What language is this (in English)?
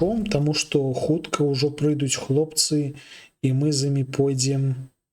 Belarusian